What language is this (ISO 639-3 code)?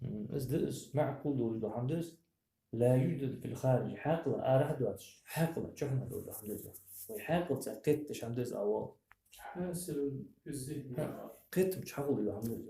inh